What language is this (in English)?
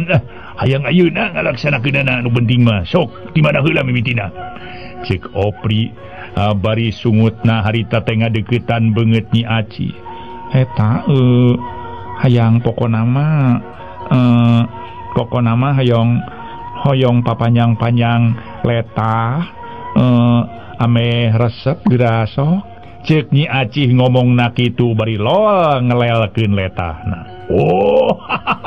Sundanese